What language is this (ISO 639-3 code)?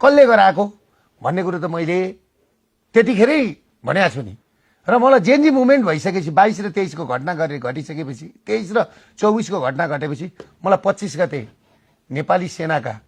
nep